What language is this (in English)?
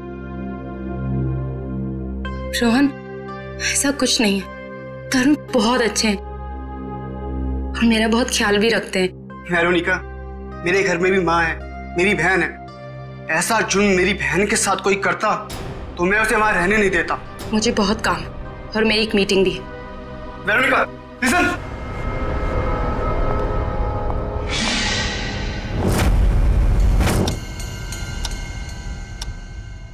Hindi